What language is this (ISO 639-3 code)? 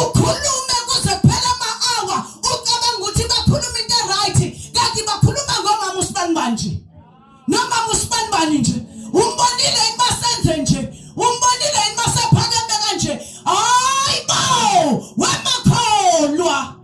zul